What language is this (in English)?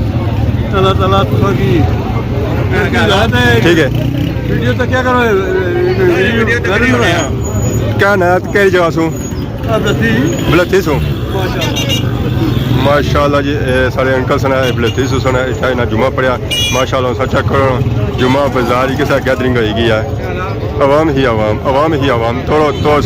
Pahari-Potwari